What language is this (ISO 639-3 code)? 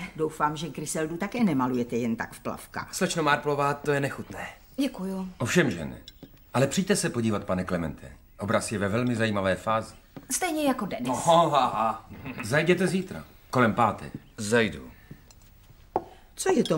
ces